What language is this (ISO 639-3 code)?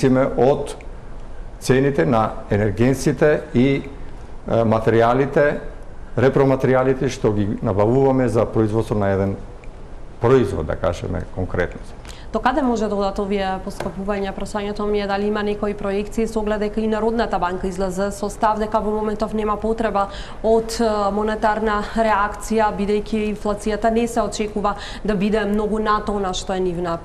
mkd